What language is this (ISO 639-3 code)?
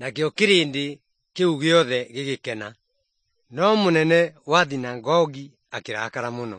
kik